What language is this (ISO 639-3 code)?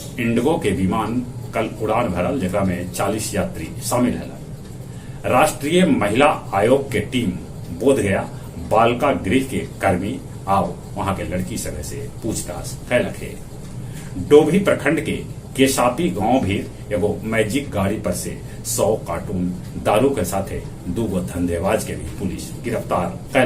mag